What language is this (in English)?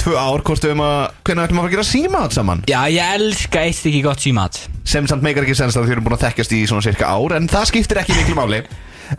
Icelandic